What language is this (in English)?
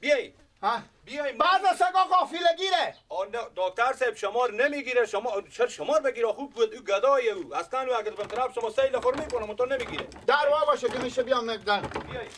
Persian